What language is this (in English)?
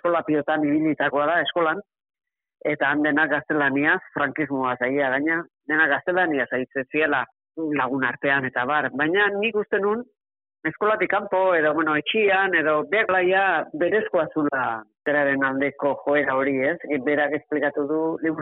Basque